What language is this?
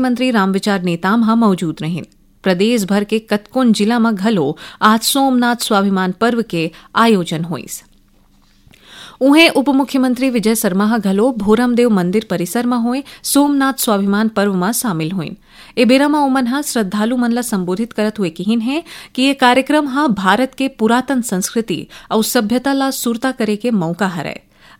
Chhattisgarhi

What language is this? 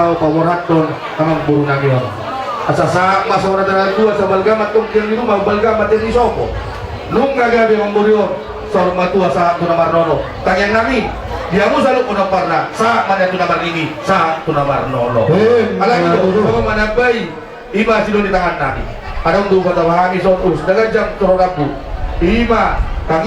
Batak Toba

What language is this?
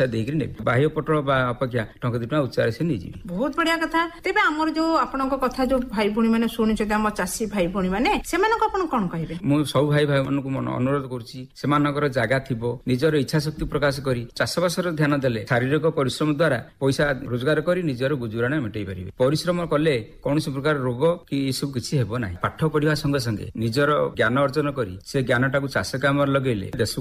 Odia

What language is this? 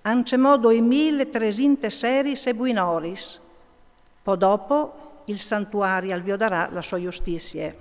Friulian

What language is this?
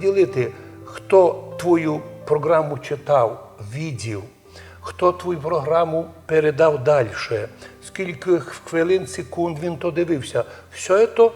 Rusyn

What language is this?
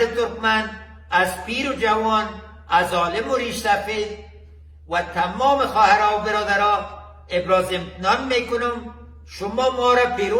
Persian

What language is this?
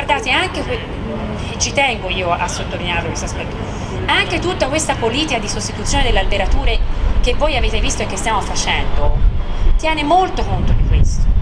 Italian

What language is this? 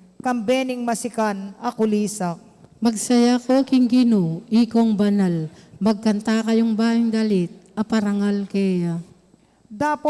Pampanga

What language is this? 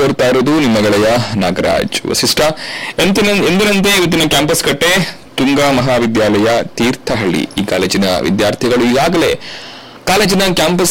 Kannada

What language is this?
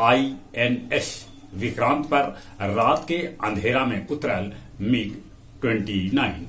Magahi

